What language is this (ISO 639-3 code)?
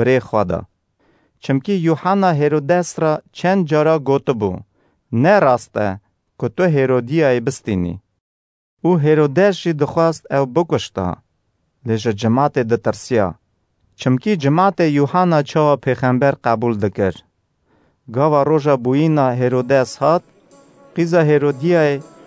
kur